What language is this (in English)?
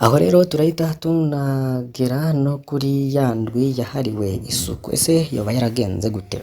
Rundi